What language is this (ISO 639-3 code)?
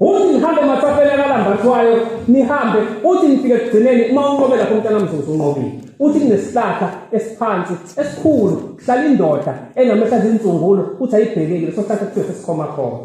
zul